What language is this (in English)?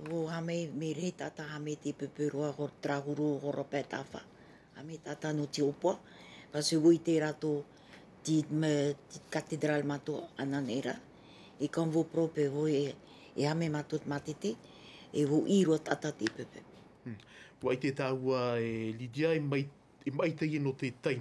Tahitian